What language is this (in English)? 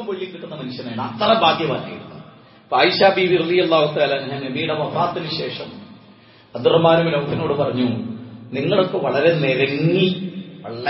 Malayalam